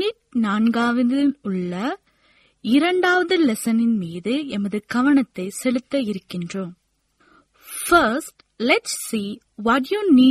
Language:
Tamil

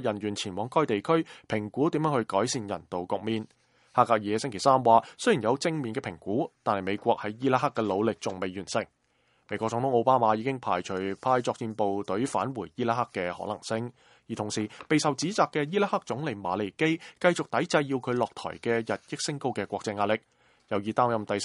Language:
Cantonese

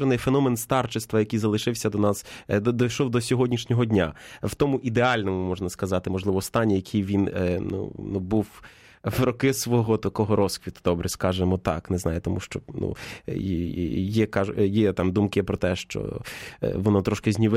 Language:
Ukrainian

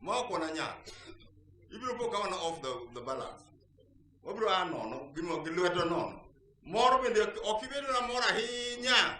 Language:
Luo (Kenya and Tanzania)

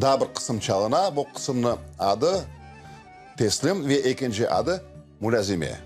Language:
Crimean Tatar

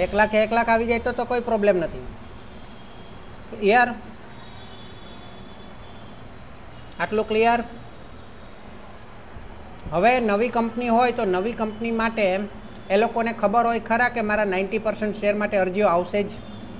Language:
Gujarati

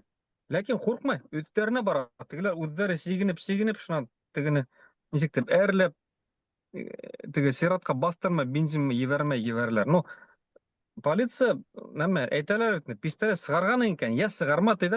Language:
Bashkir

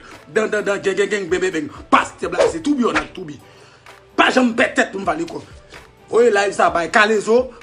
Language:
Haitian Creole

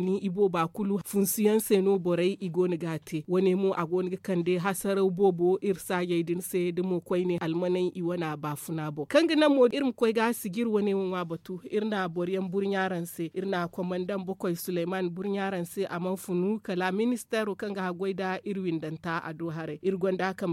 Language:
Zarma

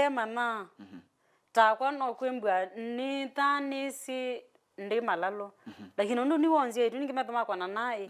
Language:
Kamba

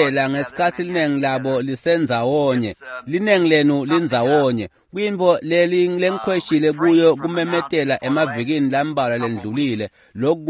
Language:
Swati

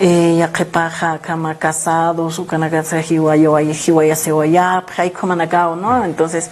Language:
Aymara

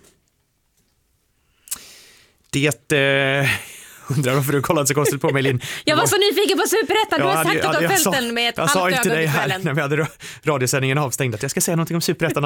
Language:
Swedish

